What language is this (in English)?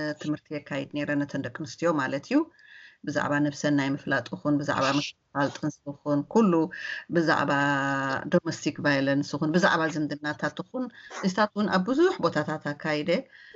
Tigrinya